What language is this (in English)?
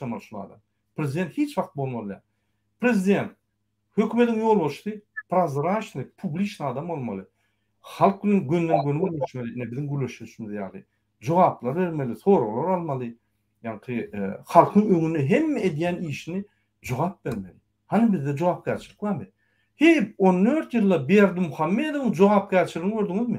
Turkmen